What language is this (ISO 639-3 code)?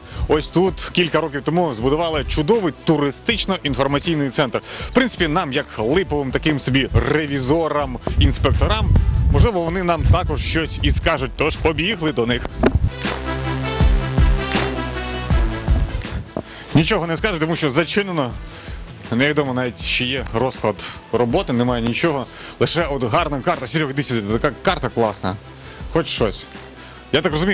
ukr